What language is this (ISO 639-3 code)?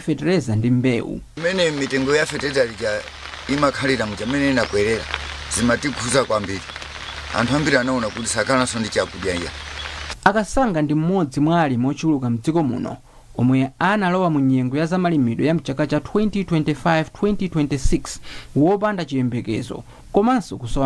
nya